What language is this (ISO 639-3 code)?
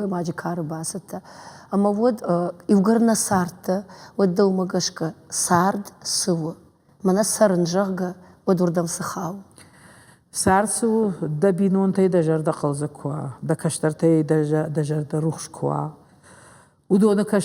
oss